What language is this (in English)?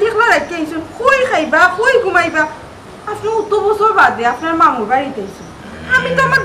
Sylheti